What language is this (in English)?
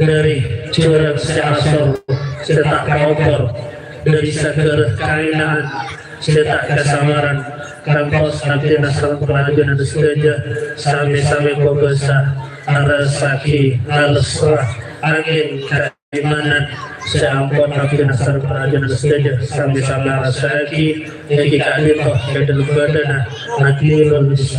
Madurese